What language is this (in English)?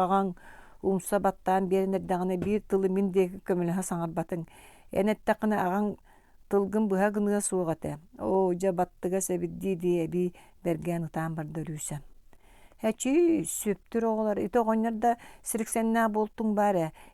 Yakut